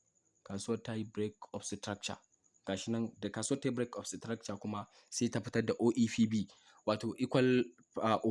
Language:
Hausa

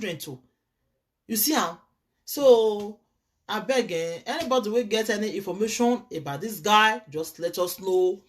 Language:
Nigerian Pidgin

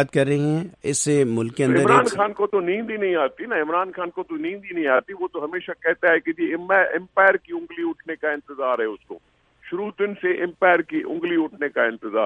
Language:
Urdu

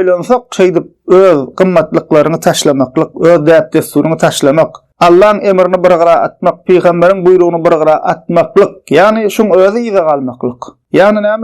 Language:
Turkmen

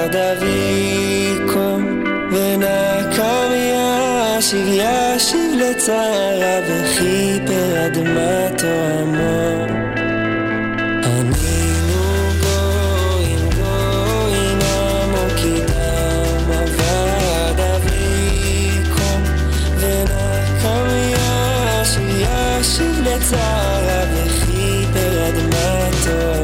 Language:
Hebrew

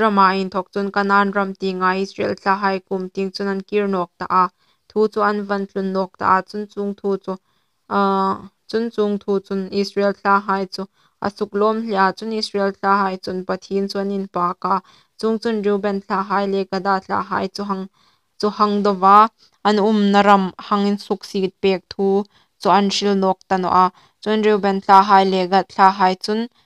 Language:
Hmar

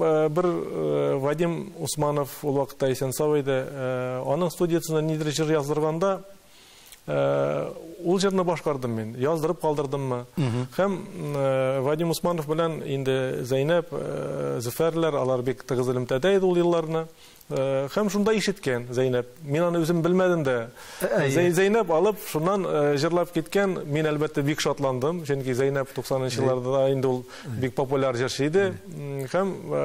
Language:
Tatar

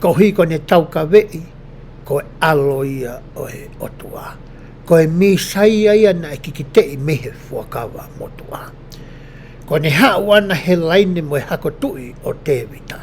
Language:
Tongan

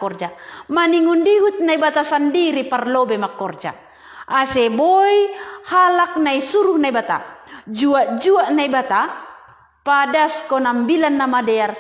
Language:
Batak Simalungun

